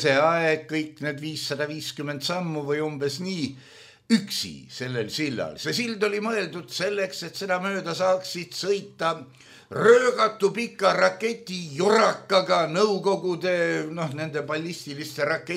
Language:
Estonian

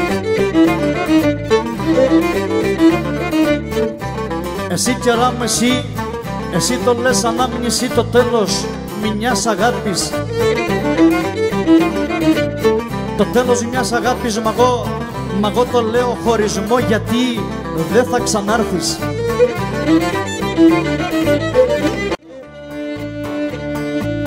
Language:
Greek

